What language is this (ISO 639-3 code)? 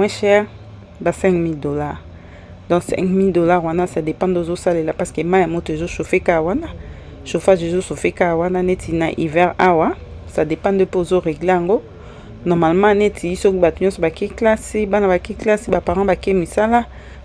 lin